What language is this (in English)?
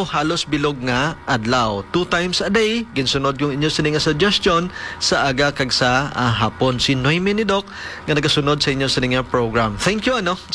Hiligaynon